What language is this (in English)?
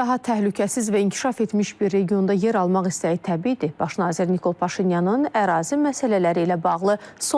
Azerbaijani